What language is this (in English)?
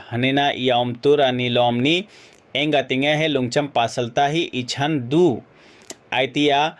Mizo